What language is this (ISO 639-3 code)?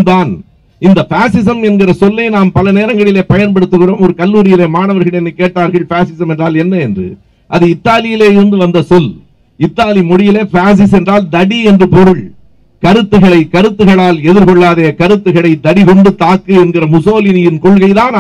tam